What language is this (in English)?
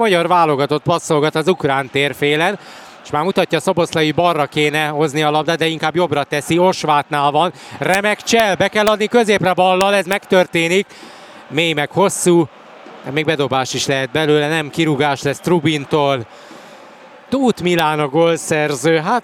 Hungarian